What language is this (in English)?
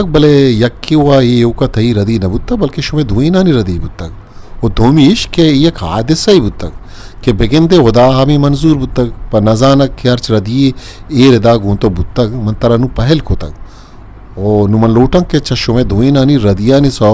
Eastern Balochi